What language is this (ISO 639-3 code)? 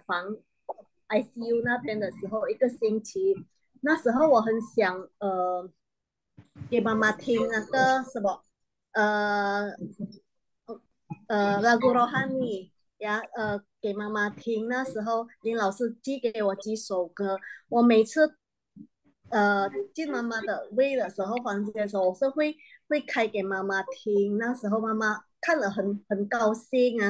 zho